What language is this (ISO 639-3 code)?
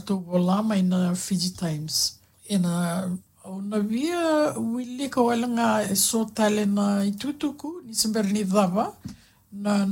fij